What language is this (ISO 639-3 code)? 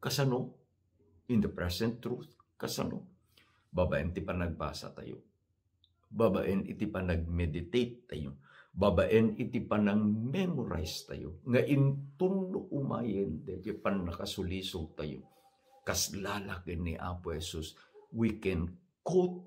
ilo